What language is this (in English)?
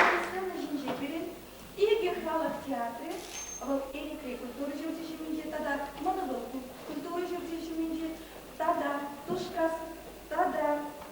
Chuvash